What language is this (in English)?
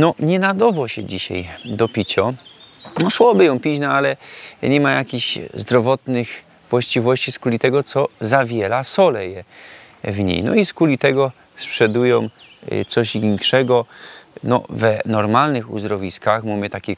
Silesian